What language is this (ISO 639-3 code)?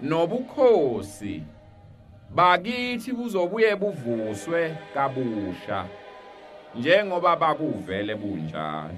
zul